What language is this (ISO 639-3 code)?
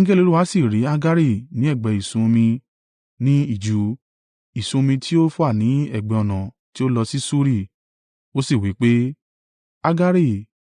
yor